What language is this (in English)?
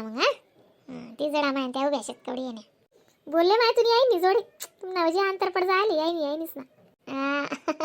Khandesi